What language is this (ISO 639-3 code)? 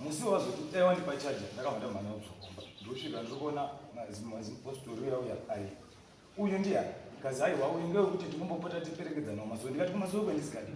sna